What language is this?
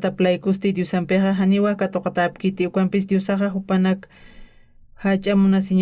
Aymara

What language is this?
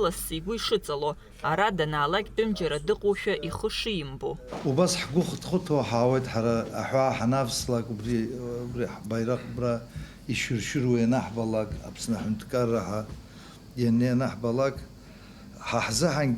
Abkhazian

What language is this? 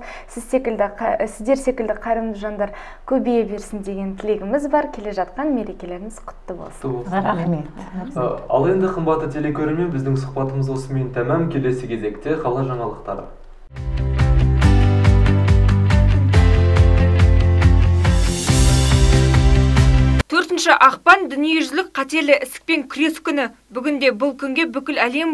Kazakh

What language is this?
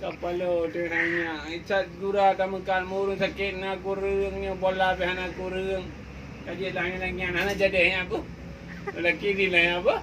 Achinese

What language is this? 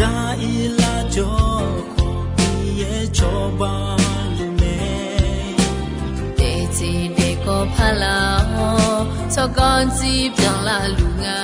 Akha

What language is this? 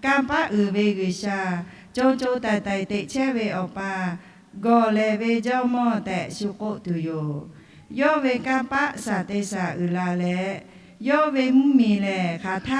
Lahu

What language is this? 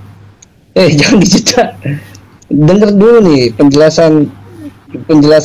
Indonesian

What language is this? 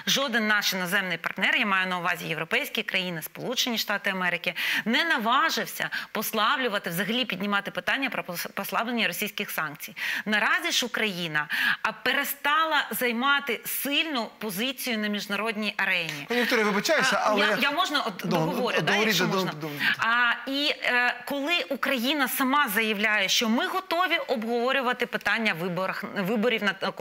Ukrainian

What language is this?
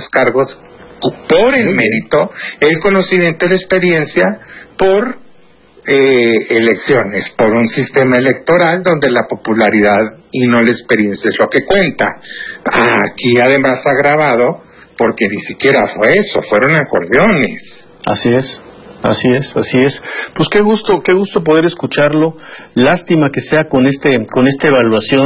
Spanish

